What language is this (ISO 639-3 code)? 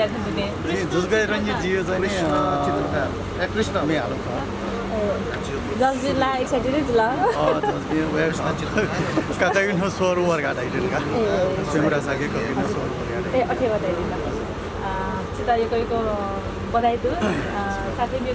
new